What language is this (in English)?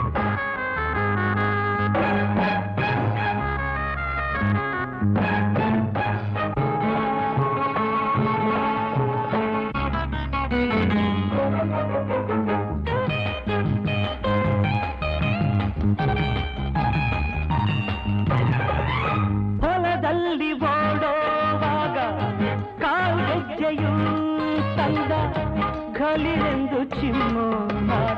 Kannada